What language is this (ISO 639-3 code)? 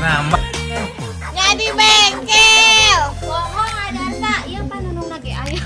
sun